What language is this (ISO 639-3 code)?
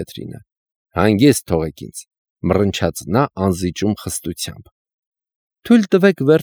hye